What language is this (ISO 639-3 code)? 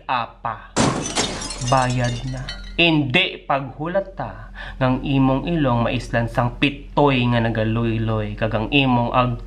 hil